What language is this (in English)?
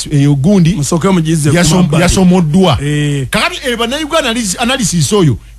Ganda